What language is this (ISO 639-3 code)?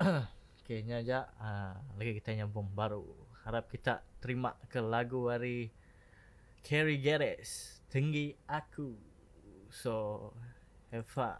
iba